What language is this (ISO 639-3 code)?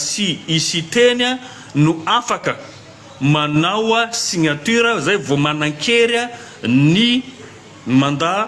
mlg